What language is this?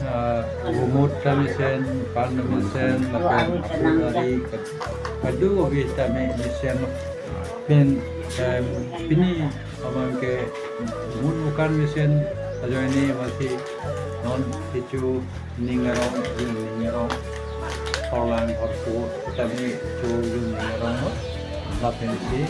Karbi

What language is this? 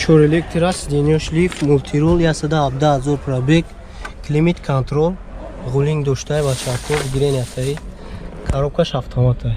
Tajik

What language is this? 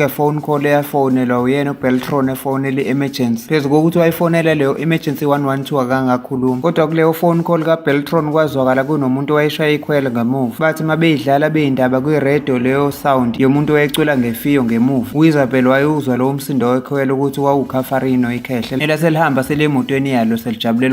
Zulu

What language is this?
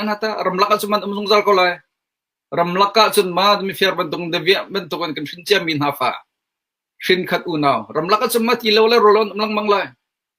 Hakha Chin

